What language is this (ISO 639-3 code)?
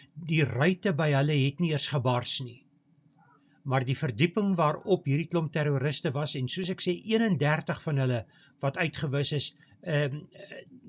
afr